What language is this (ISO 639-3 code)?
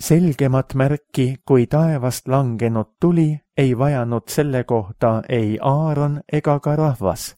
est